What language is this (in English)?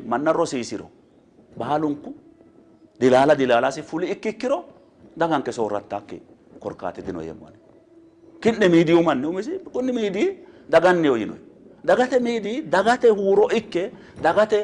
Sidamo